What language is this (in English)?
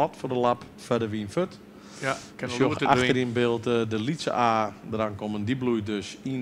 Western Frisian